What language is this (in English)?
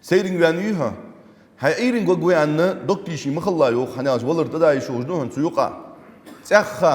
Ingush